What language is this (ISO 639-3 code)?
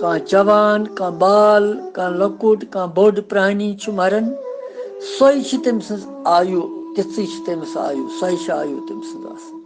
kas